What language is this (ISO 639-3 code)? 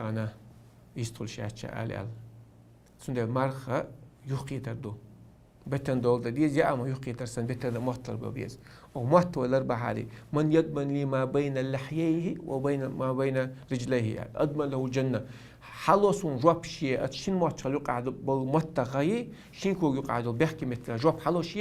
che